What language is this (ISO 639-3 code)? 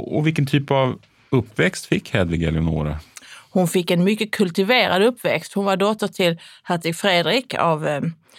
swe